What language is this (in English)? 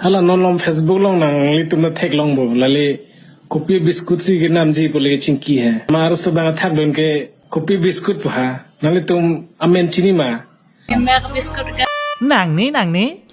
Karbi